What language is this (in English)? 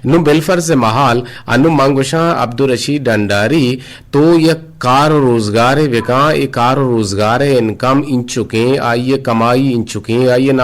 Eastern Balochi